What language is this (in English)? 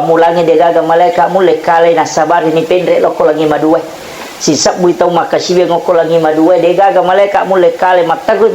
Buginese